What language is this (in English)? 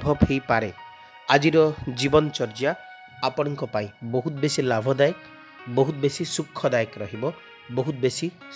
Odia